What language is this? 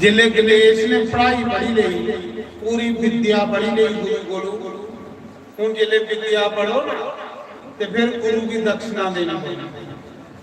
Dogri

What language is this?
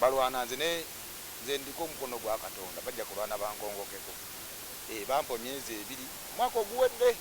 Ganda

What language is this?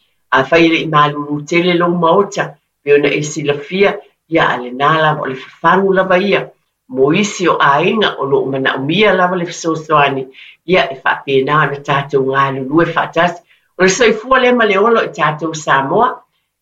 Samoan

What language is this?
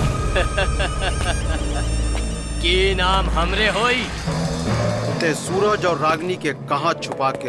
Bhojpuri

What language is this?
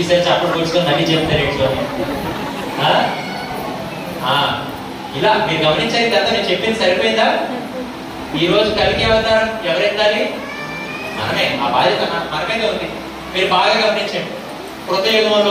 Telugu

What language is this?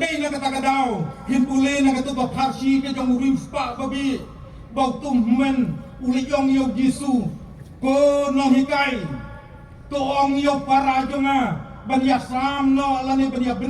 Khasi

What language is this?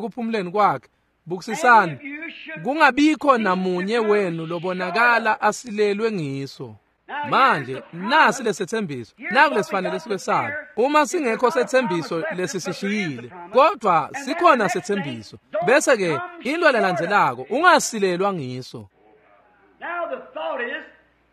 Swati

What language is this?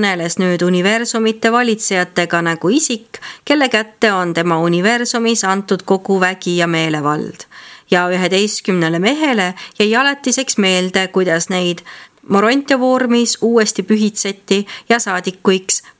Estonian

